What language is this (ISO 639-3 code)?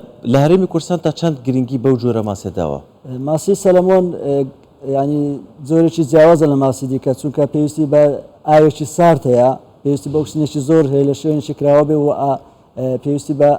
ckb